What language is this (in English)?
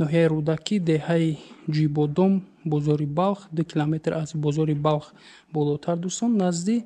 Tajik